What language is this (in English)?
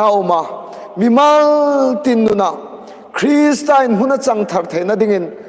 Hmar